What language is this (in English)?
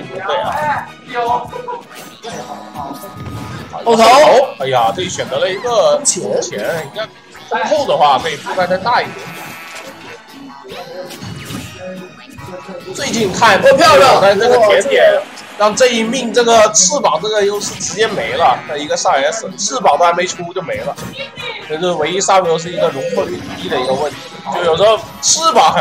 Chinese